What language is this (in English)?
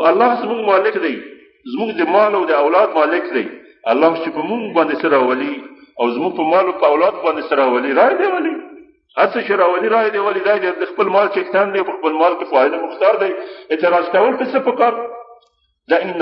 Pashto